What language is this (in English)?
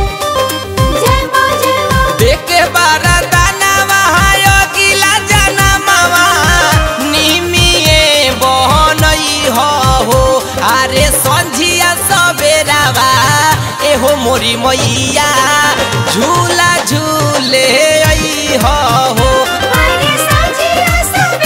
Bhojpuri